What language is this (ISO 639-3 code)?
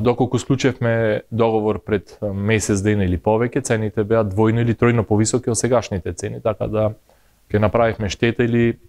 mkd